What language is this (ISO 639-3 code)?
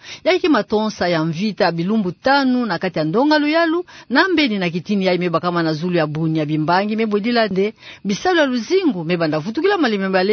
ktu